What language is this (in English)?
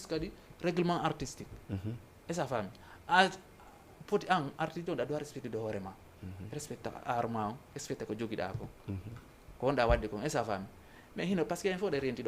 Fula